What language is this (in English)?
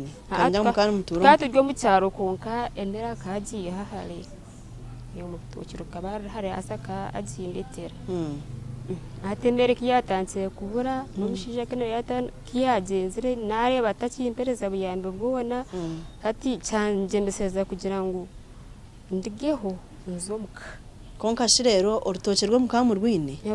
Nyankole